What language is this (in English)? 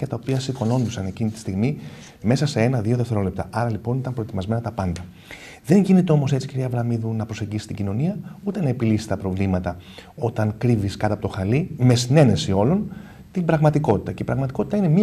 Greek